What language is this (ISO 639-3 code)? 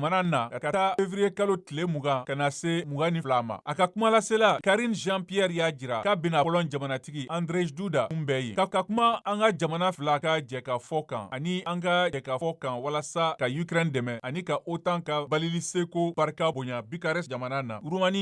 bam